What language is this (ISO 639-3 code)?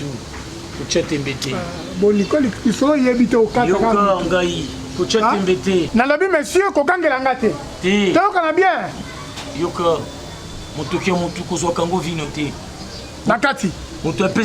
lin